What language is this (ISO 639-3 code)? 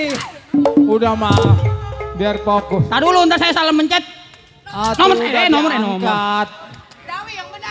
bew